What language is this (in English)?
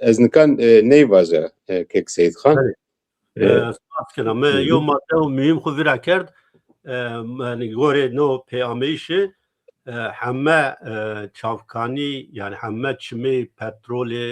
Zaza